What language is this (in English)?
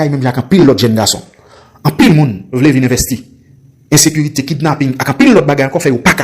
Haitian Creole